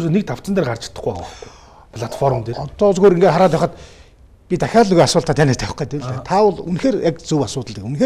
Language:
Mongolian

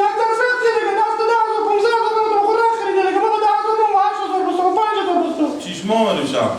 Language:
Persian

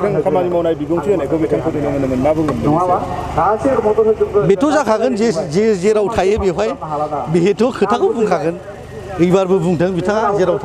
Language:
Bodo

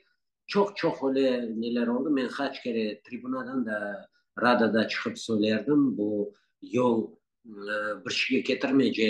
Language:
Crimean Tatar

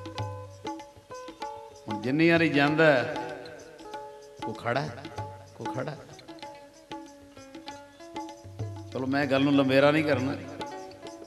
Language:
Punjabi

